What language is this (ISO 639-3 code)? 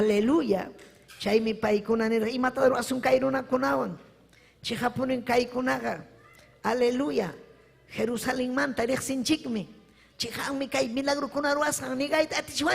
quy